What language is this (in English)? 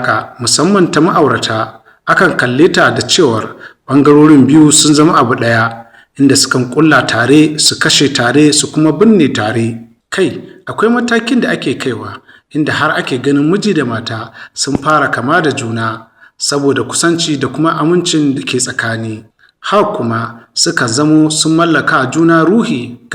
Hausa